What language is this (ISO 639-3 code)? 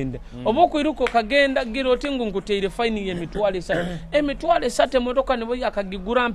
nyo